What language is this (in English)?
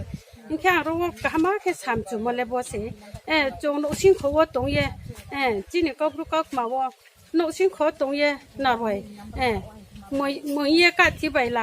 Riang (India)